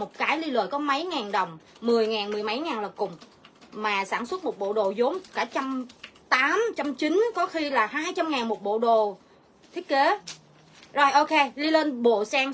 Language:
Vietnamese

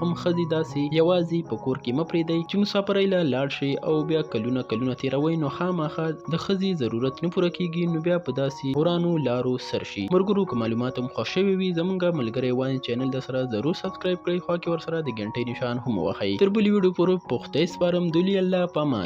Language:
Pashto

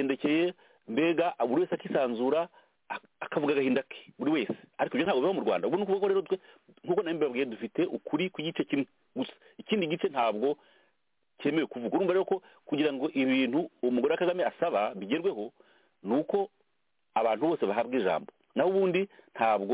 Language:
Kinyarwanda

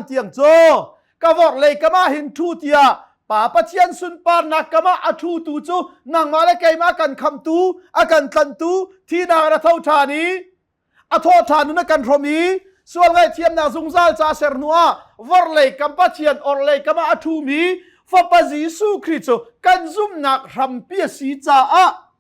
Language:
Hakha Chin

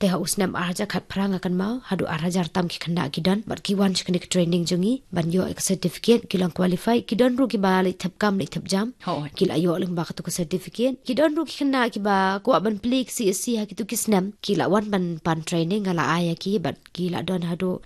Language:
Khasi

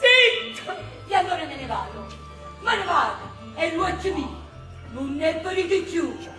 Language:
Neapolitan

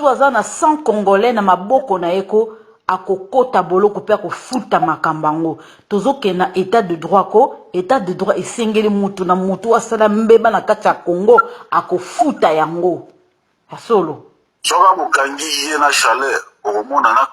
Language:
Lingala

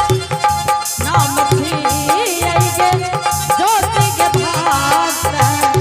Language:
Angika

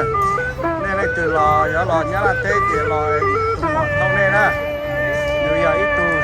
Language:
Hmong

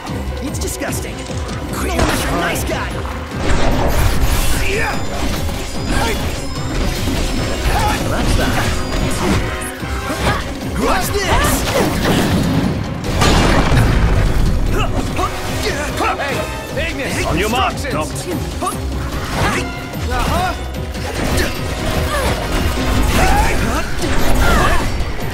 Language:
English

